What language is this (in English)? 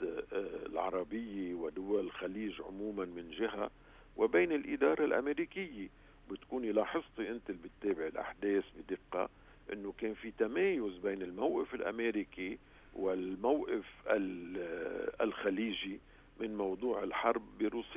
North Levantine Arabic